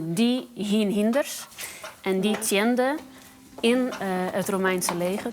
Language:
Western Frisian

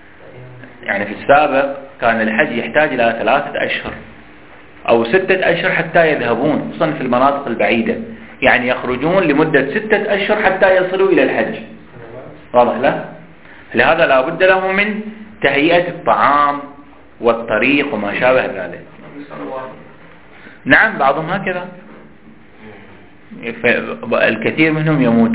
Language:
Arabic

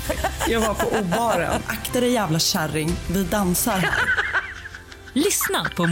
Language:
Swedish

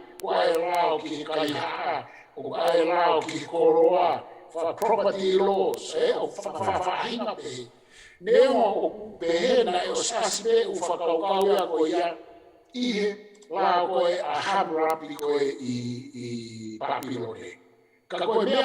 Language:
Tongan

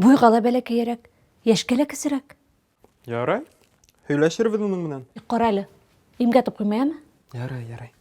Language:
Bashkir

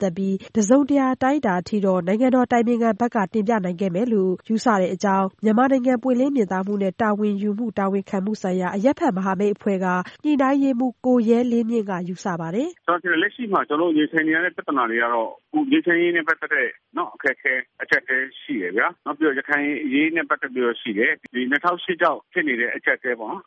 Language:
Burmese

